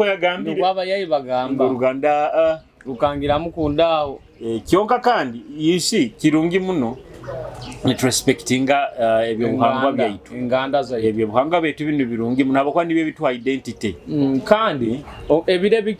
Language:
Nyoro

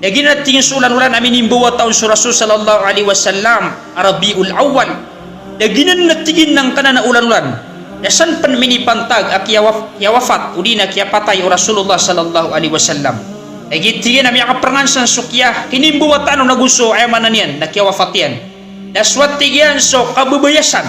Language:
Maranao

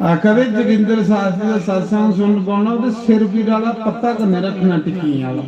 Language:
Dogri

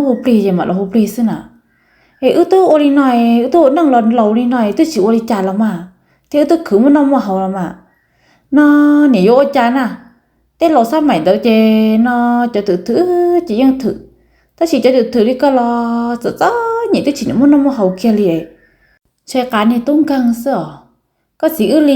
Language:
Hmong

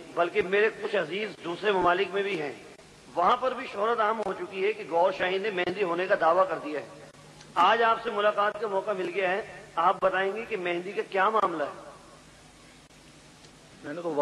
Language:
Urdu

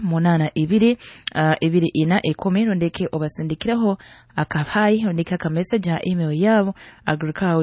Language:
Nyoro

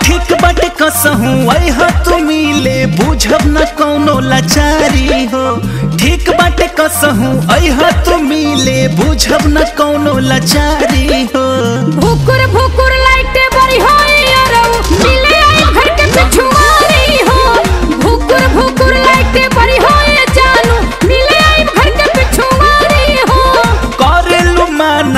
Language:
Bhojpuri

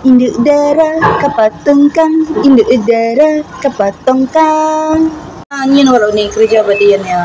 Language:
Iban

